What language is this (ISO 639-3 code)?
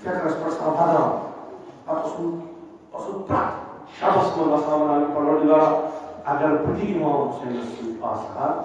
kas